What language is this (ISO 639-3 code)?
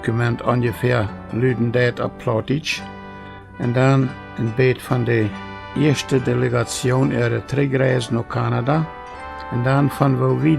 pdt